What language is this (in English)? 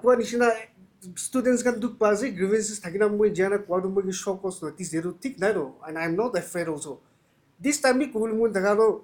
Naga Pidgin